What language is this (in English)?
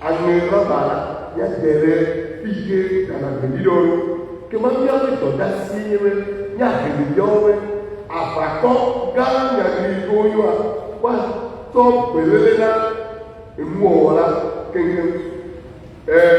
Ewe